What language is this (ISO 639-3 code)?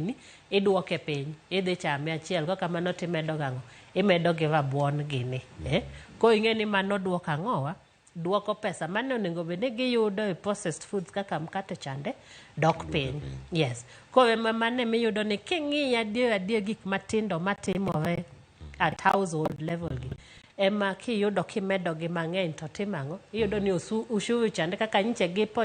luo